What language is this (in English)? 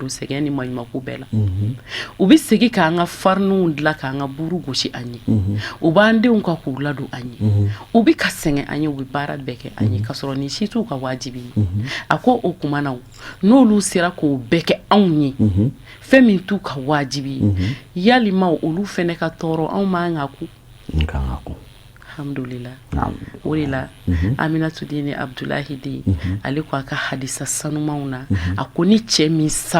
Bambara